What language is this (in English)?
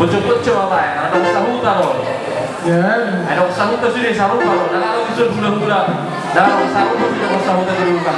Batak Toba